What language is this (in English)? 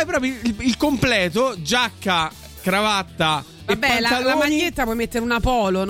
Italian